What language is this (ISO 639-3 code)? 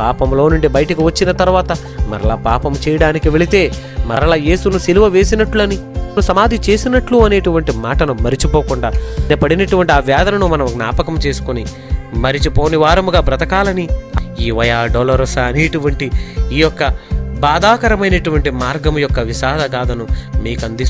tel